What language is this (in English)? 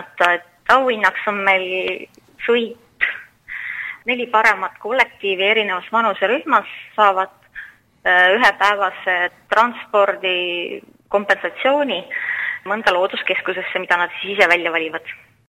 Estonian